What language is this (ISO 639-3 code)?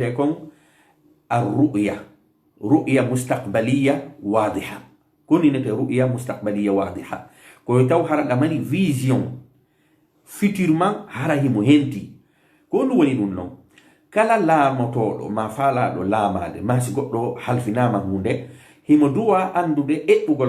ful